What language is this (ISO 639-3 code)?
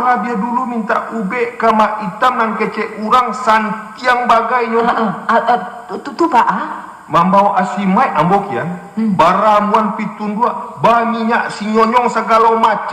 min